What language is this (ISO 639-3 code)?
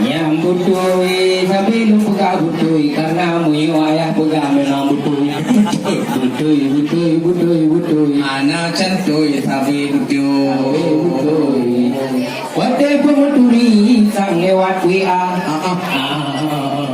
ace